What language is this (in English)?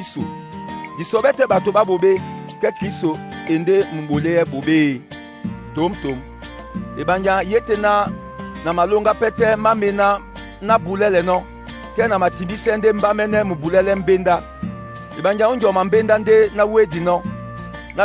Duala